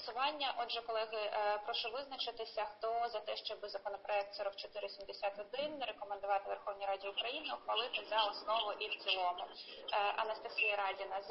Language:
Ukrainian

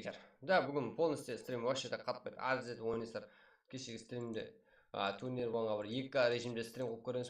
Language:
Kara-Kalpak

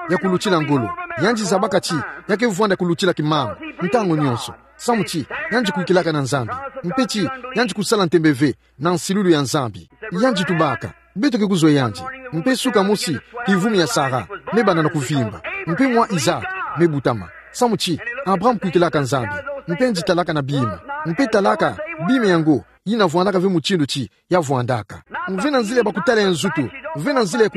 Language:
Kituba (Democratic Republic of Congo)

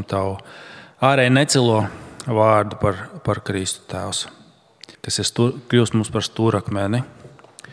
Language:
Latvian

